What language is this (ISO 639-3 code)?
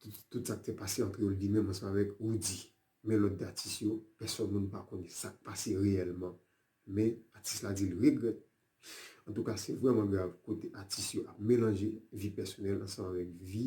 hat